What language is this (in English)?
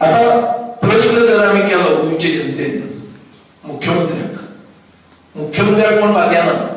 Konkani